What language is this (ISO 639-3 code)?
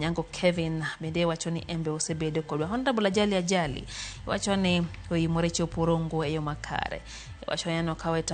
luo